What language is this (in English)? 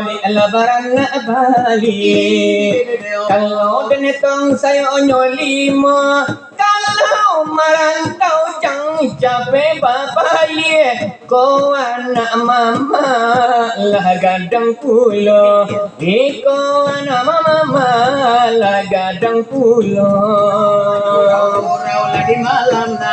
Minangkabau